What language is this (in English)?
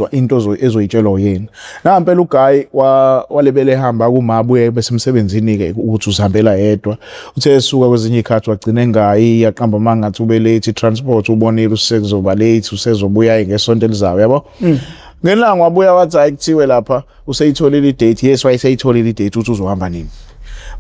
Zulu